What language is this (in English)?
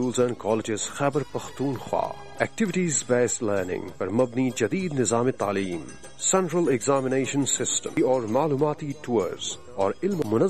Urdu